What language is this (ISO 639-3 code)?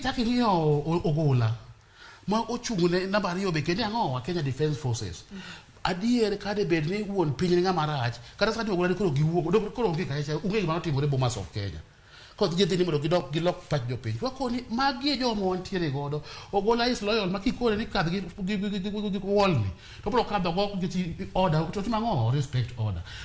luo